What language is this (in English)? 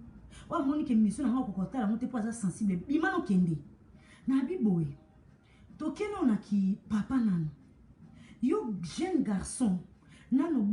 Lingala